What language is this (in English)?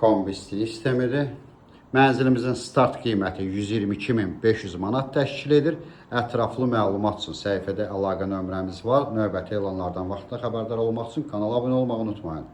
Azerbaijani